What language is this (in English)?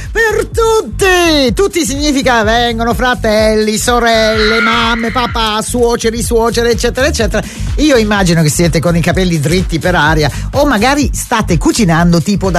Italian